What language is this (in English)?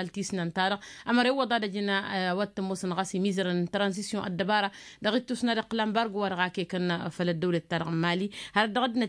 Tamasheq